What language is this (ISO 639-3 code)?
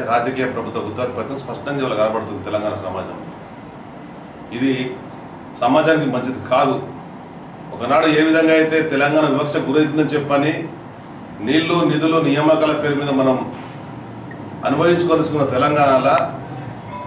tel